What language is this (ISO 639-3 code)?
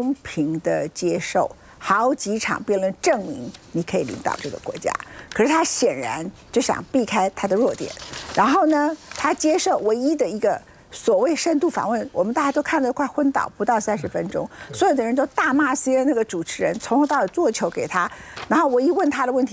zho